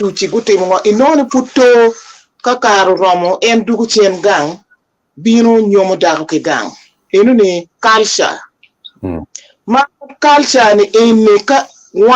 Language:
Acoli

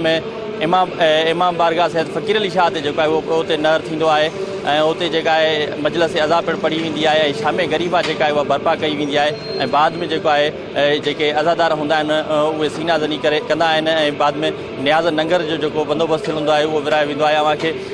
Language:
Sindhi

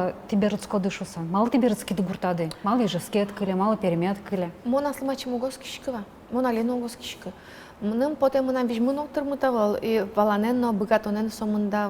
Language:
Udmurt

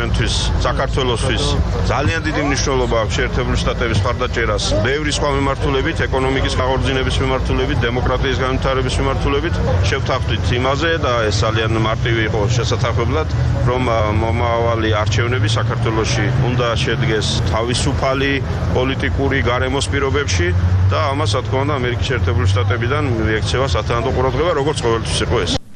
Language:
Georgian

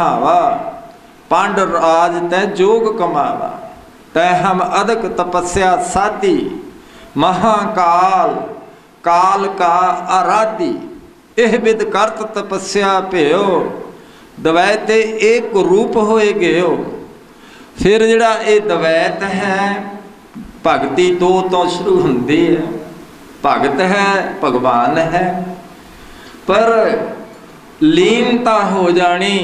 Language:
Punjabi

